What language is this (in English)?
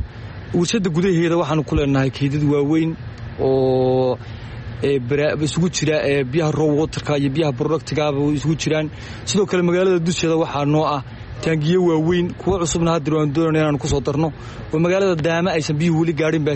Somali